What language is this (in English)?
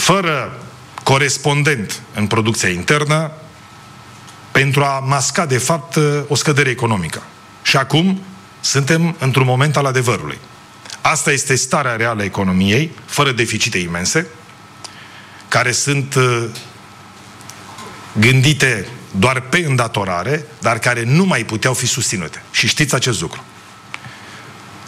Romanian